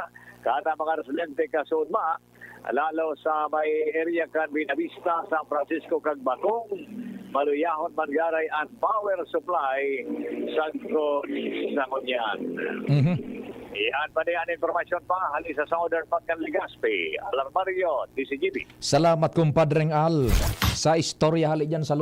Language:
Bikol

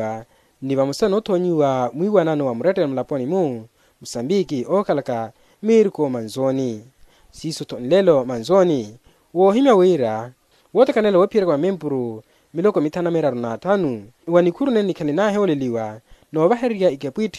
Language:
Makhuwa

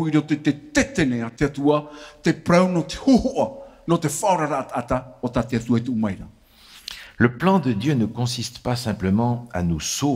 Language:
Tahitian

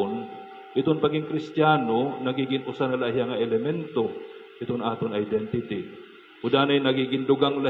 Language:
Waray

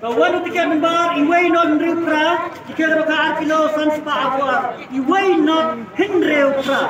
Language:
Khasi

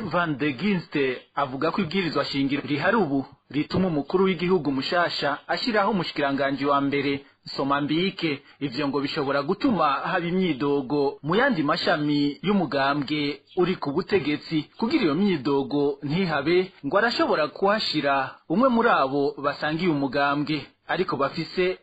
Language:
Rundi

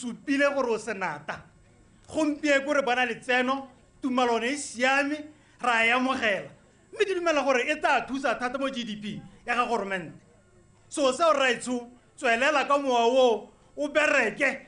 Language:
Tswana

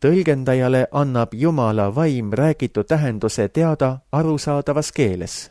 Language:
Estonian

